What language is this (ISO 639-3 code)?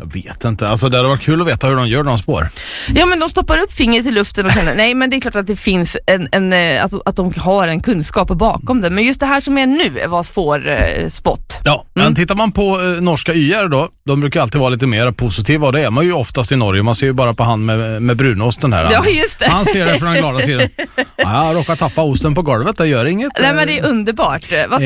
swe